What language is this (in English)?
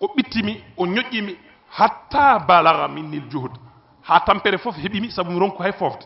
Fula